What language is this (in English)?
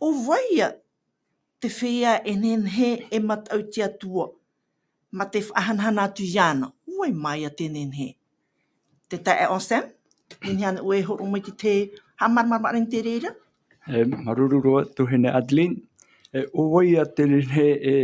Tahitian